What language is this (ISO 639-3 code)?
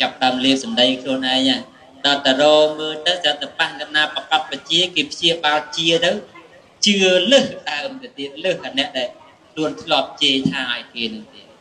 khm